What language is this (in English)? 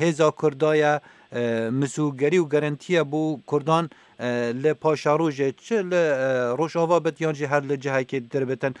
Kurdish